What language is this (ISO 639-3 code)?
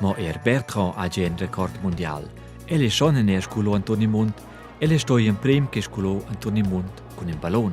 roh